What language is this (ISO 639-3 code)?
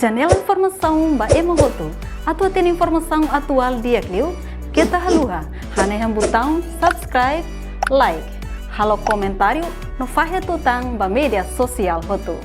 tet